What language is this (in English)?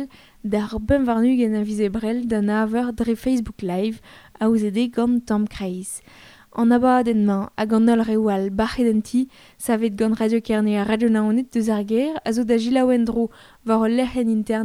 Breton